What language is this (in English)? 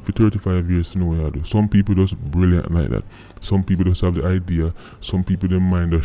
Jamaican Creole English